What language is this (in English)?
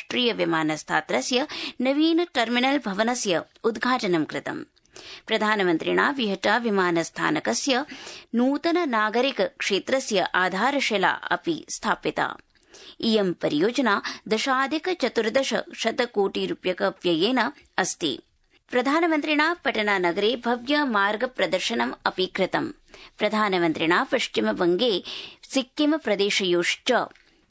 Sanskrit